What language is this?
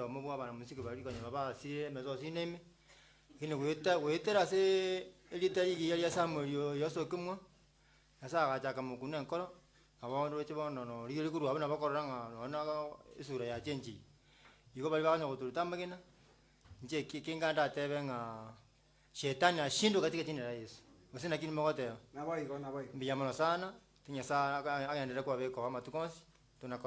Gusii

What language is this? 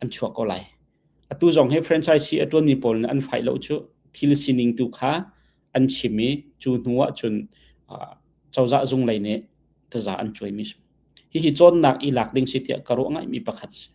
Hakha Chin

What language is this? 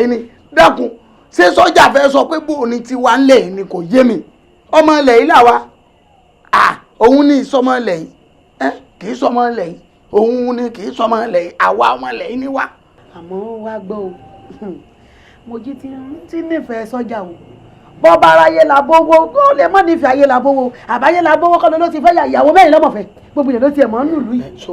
Yoruba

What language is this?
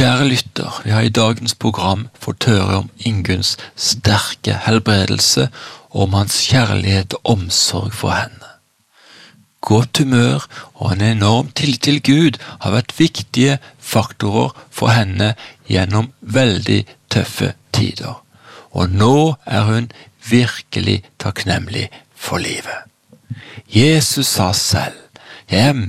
Norwegian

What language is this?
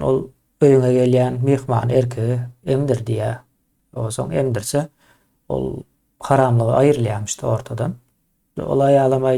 Turkmen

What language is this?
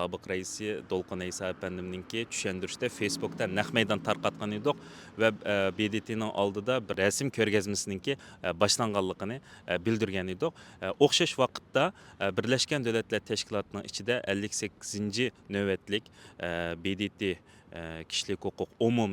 Uyghur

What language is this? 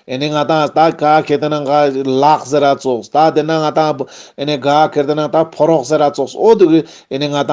Ladakhi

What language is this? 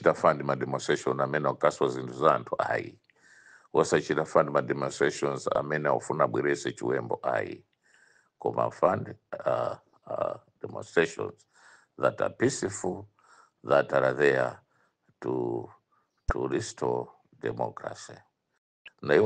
Nyanja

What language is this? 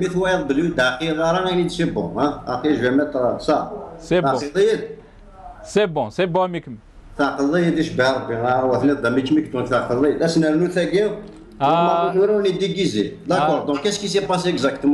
Kabyle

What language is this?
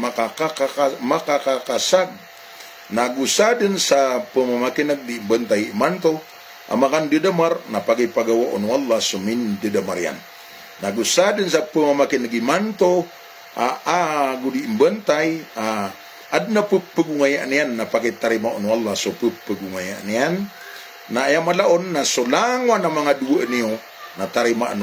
Maranao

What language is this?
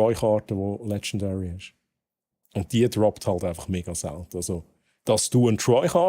Swiss German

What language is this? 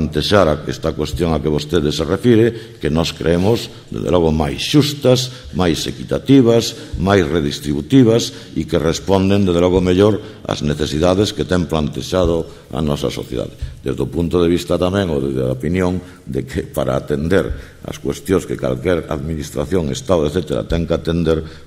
Galician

